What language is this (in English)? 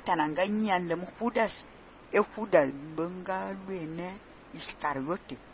Fang